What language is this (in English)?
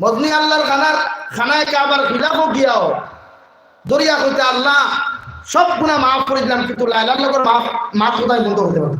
Sylheti